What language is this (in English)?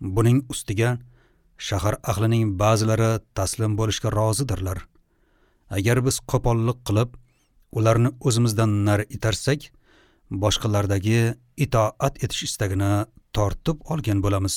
Uzbek